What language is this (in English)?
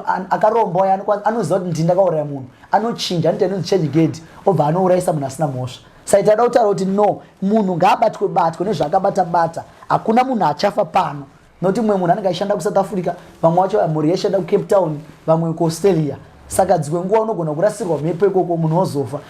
Shona